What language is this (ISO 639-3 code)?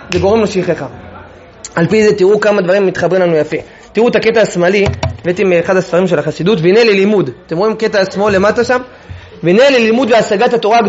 heb